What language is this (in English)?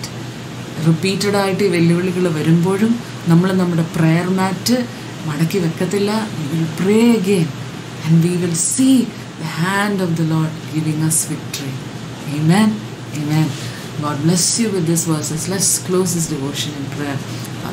Malayalam